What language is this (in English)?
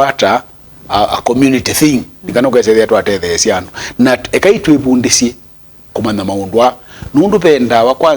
Kamba